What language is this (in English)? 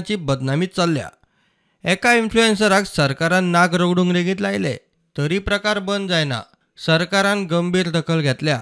Konkani